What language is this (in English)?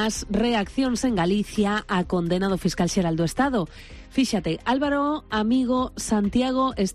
Galician